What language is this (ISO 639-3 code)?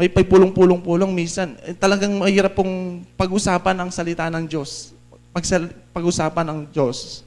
pam